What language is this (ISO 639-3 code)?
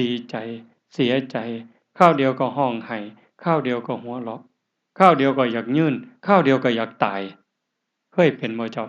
tts